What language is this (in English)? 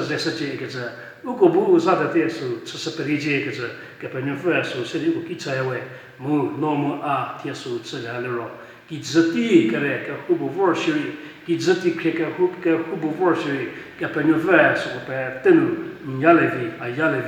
Angami Naga